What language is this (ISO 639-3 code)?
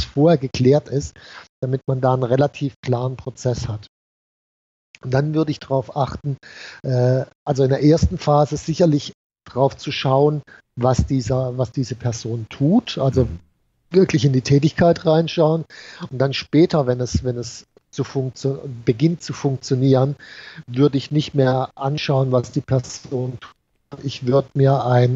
deu